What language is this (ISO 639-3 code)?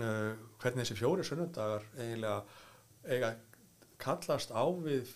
isl